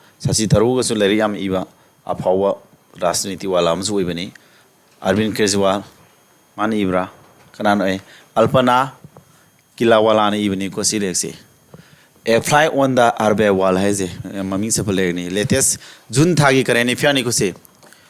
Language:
Manipuri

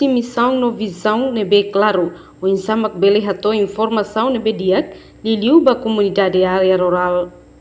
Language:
Tetum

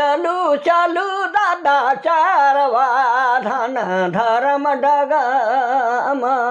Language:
Sadri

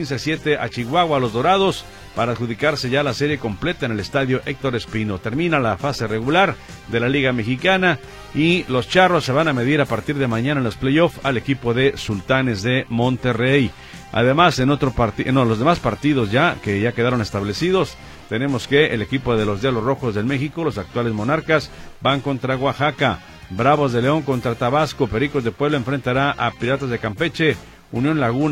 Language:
Spanish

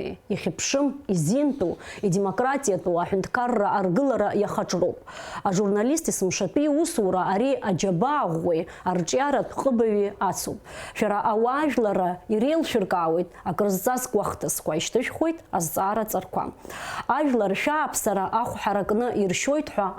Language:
Abkhazian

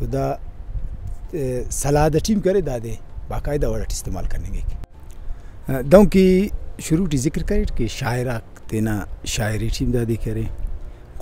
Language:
Brahui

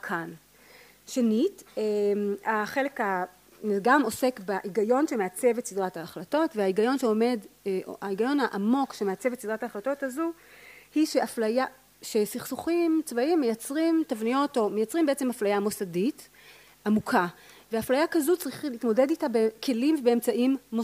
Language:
Hebrew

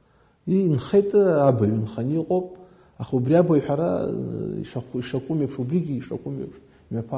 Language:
Abkhazian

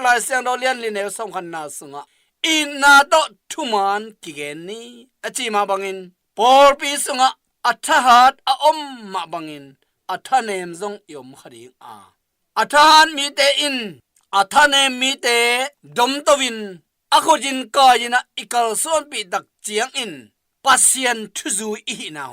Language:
Tedim Chin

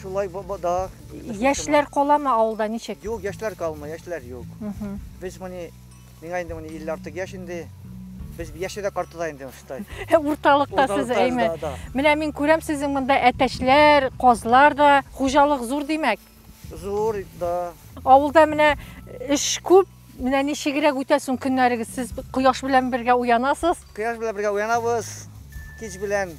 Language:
Tatar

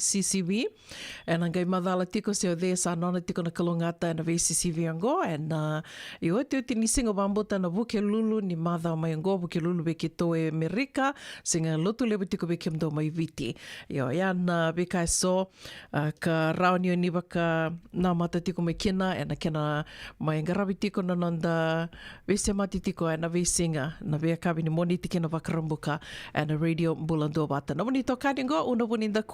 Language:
Fijian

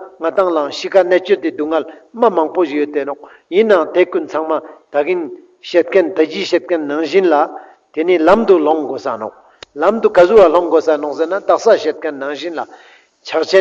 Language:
Ladakhi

